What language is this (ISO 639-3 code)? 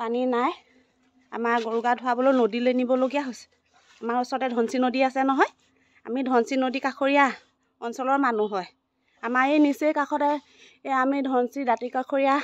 asm